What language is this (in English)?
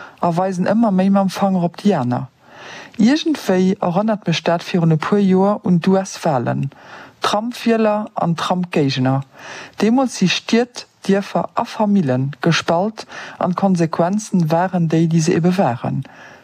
Luxembourgish